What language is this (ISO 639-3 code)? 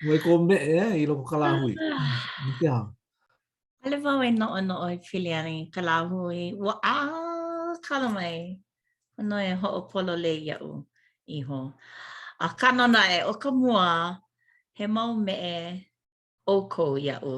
haw